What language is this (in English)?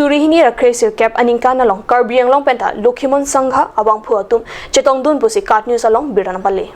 Karbi